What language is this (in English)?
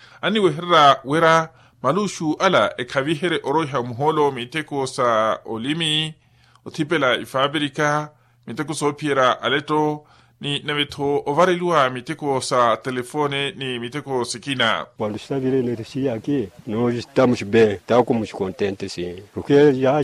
Makhuwa